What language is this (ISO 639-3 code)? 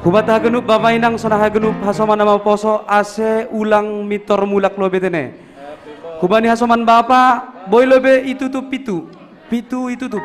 bts